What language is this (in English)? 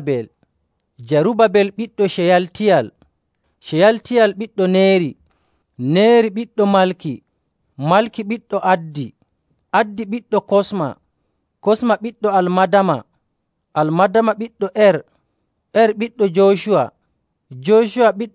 Nigerian Fulfulde